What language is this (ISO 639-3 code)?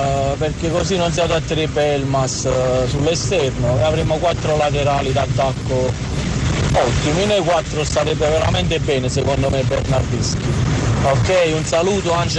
ita